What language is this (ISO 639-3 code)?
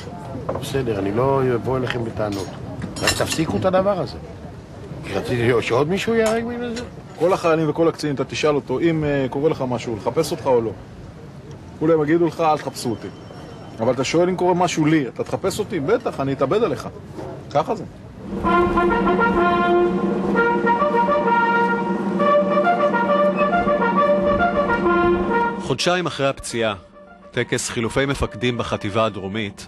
heb